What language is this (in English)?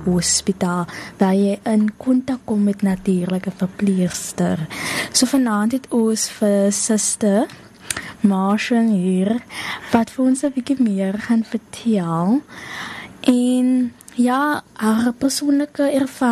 Afrikaans